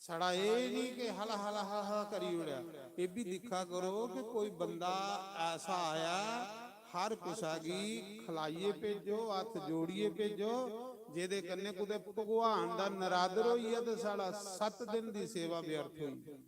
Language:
Dogri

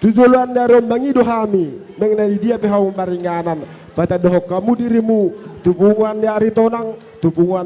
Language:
Batak Toba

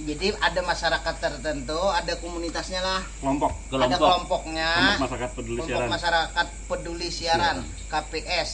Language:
Banjar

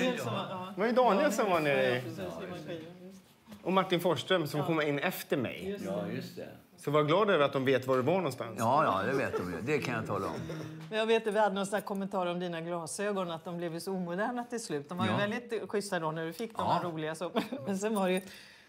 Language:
Swedish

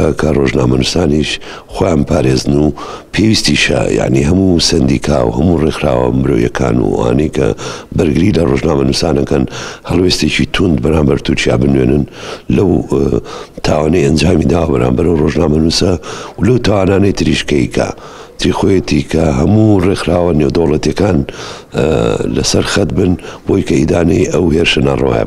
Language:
Central Kurdish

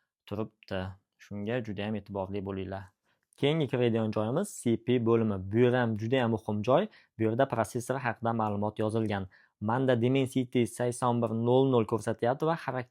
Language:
Uzbek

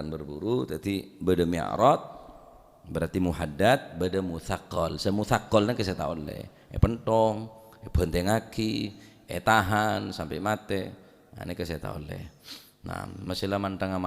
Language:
Madurese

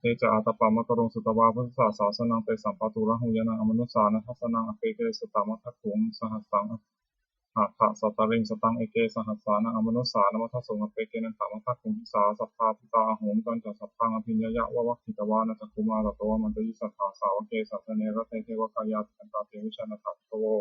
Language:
Pali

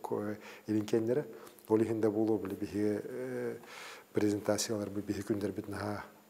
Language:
Yakut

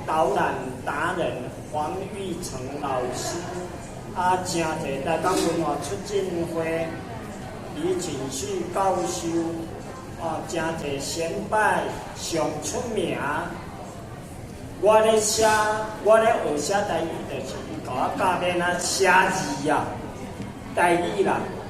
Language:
Min Nan Chinese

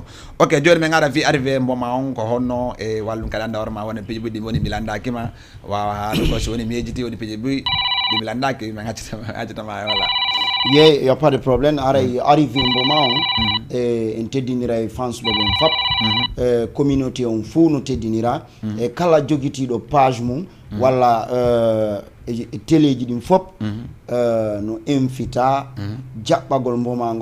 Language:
Fula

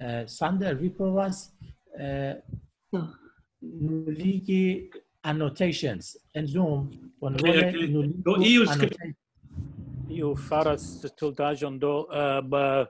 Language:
Esperanto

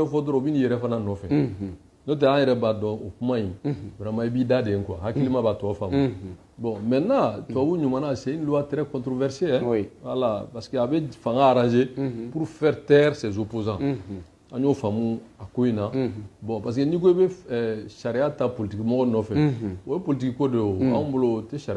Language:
Bambara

